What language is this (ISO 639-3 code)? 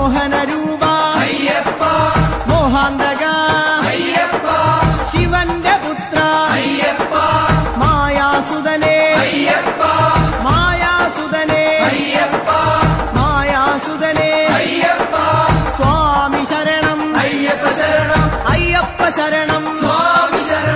mal